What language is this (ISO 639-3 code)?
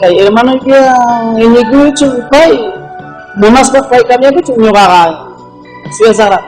quy